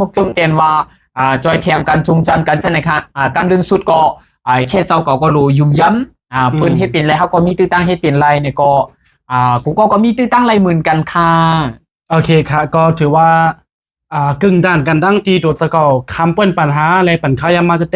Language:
Shan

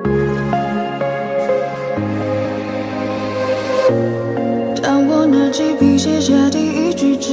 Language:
Chinese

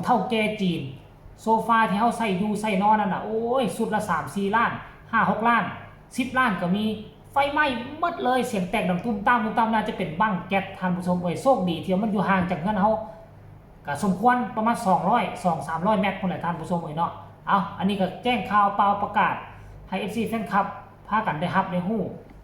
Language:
Northeastern Thai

